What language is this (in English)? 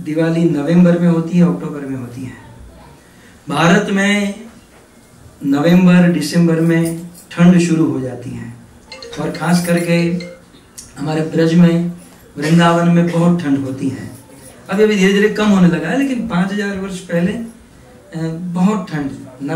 Hindi